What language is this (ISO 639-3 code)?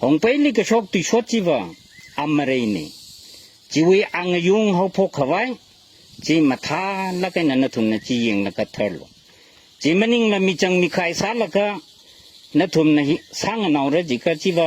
nmf